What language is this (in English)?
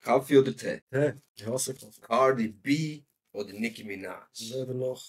Swiss German